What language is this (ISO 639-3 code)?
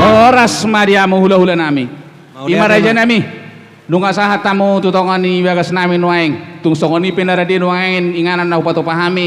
bbc